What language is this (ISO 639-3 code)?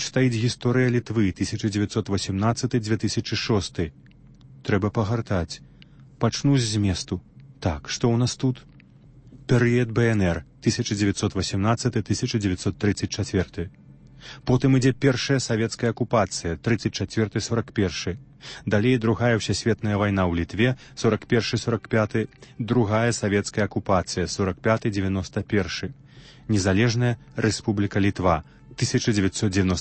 bel